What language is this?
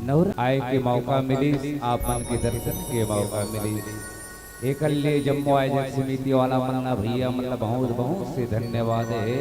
Chhattisgarhi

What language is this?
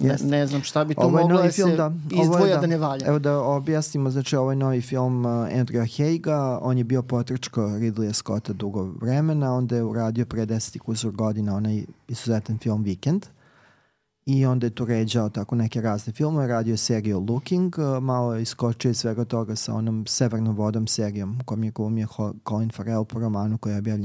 Serbian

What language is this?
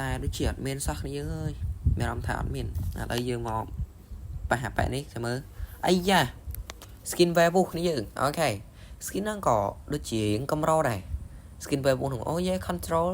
Khmer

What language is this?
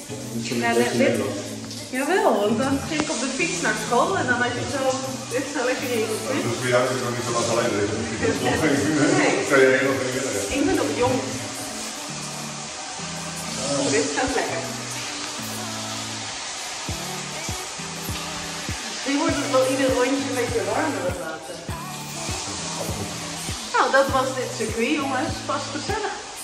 Dutch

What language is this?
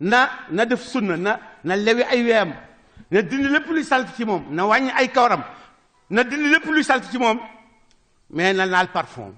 Wolof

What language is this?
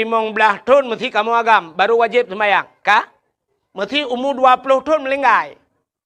Achinese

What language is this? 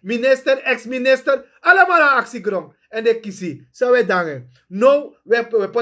Sranan Tongo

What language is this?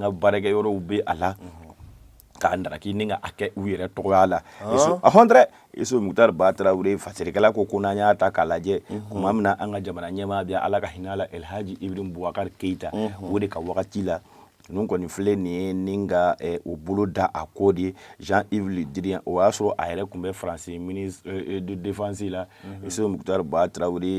Bambara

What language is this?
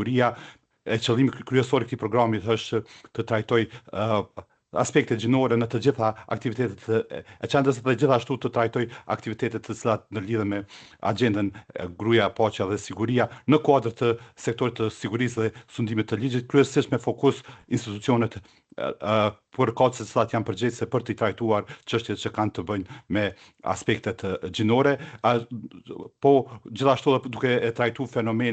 Albanian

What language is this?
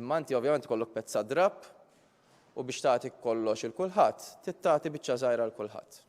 Maltese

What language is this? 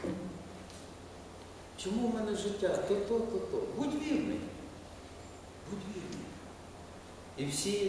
Ukrainian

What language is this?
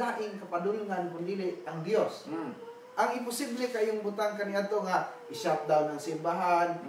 Cebuano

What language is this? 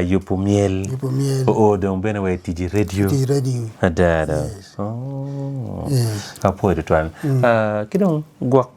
Acoli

